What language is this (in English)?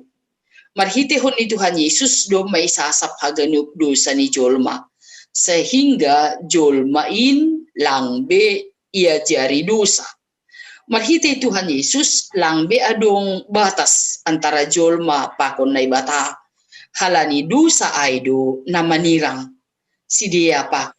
Batak Simalungun